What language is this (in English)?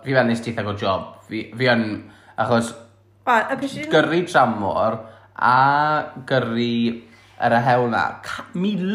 Welsh